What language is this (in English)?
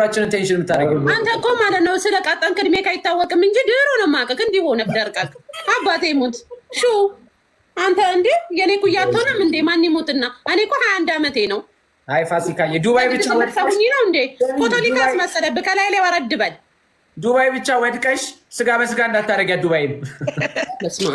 Amharic